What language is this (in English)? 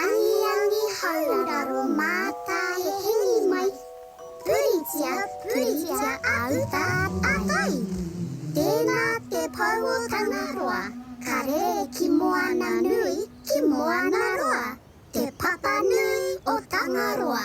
Māori